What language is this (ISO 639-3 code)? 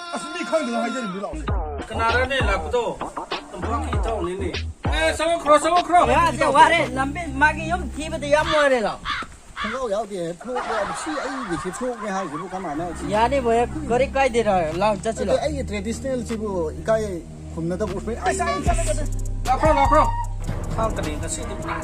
mni